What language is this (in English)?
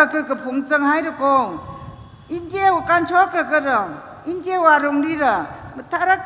Tangkhul Naga (India)